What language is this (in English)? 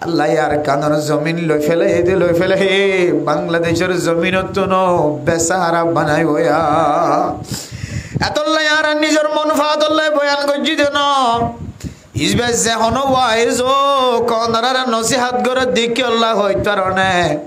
Rohingya